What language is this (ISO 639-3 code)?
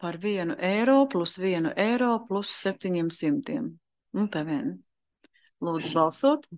lav